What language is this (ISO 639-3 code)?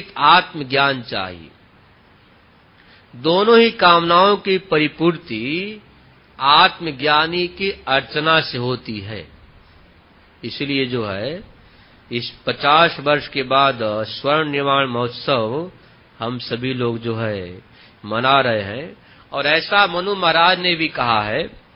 hin